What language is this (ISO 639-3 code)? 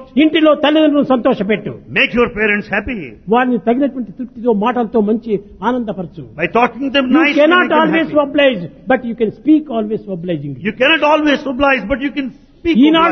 tel